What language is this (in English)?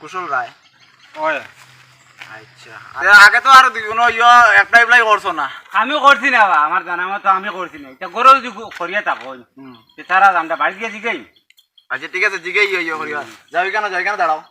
Sylheti